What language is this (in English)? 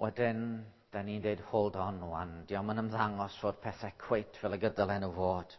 Welsh